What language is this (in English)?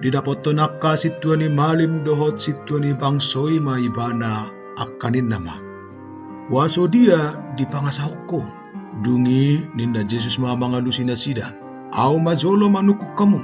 Batak Toba